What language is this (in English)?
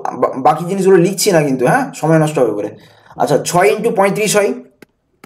Bangla